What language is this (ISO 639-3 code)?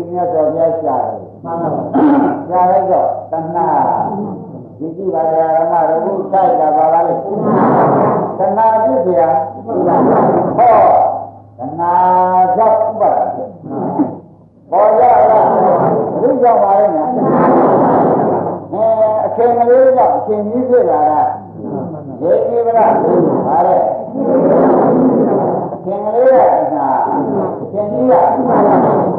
mya